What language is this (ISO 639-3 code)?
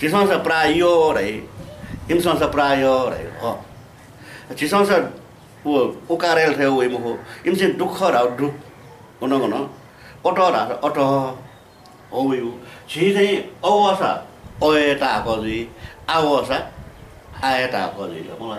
new